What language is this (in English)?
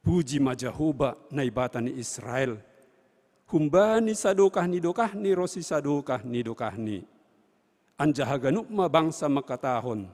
Batak Simalungun